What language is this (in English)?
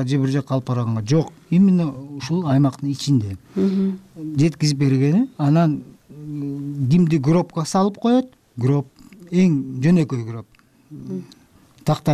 Kyrgyz